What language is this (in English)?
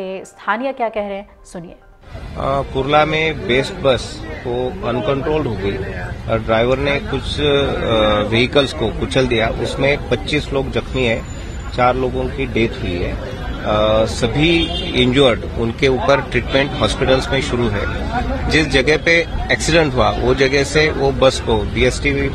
Hindi